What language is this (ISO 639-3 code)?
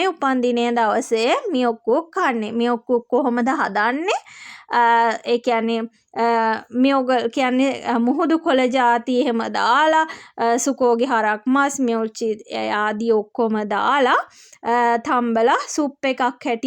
sin